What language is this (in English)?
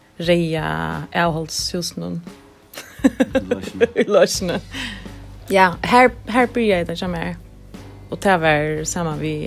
Faroese